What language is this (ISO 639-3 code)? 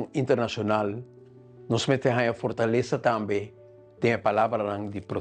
pap